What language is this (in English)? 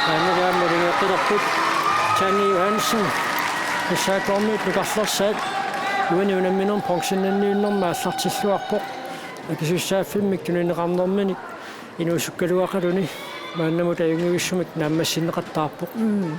Kalaallisut